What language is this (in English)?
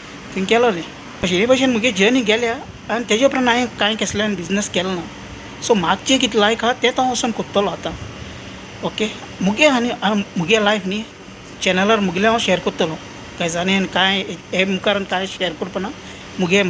Konkani